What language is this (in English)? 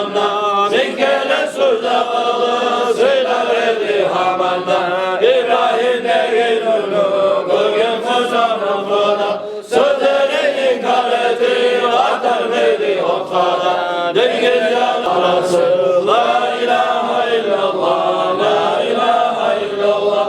Kumyk